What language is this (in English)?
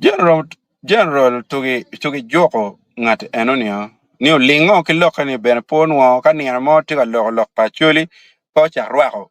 Acoli